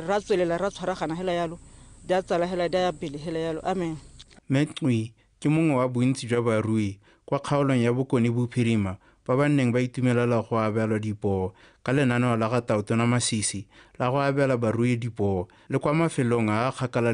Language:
Tswana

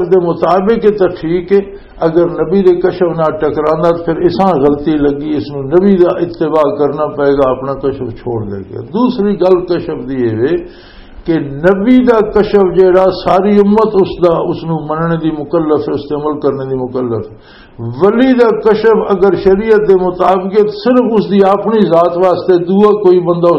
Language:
Western Panjabi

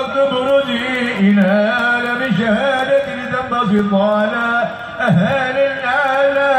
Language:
Arabic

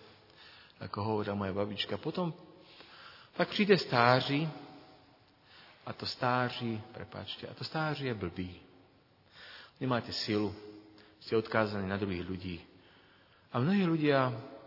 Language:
Slovak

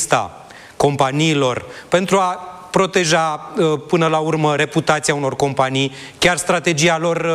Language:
Romanian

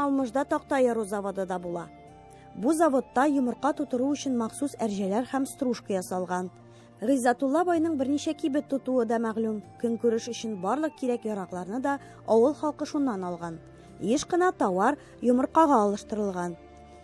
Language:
Tatar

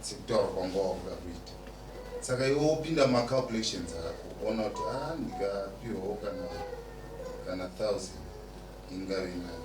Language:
Shona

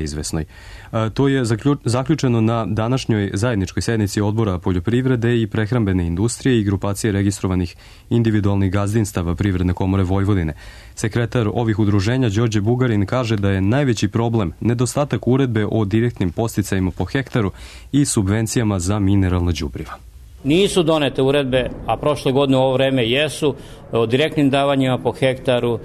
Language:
Serbian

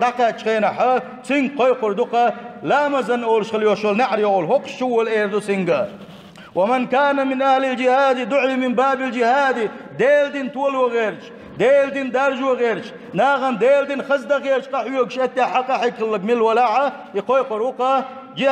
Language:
Chechen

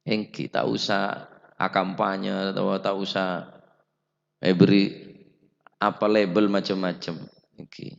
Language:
Madurese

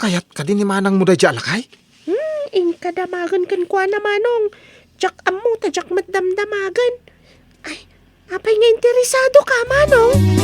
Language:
Iloko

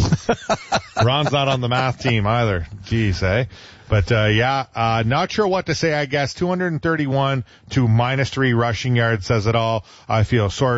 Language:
English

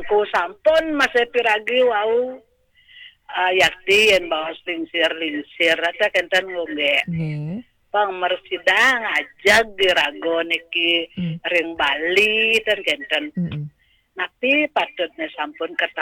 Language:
Balinese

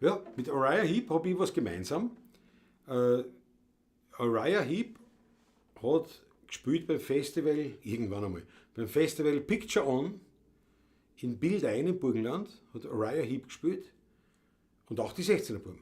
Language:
Bavarian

